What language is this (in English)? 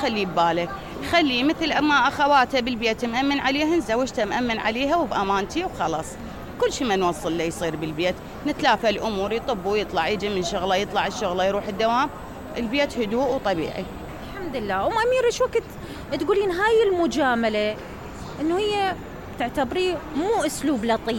Mesopotamian Arabic